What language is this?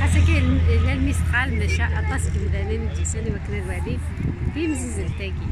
Kabyle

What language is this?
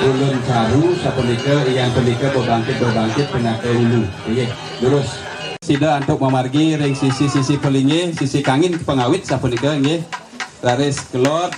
Balinese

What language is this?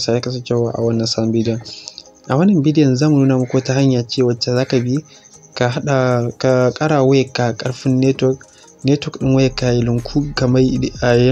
Hausa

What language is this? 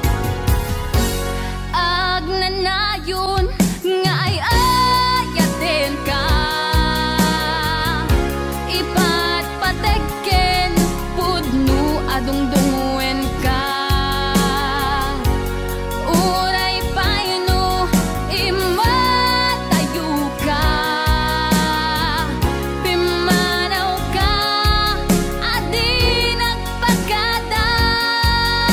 Iloko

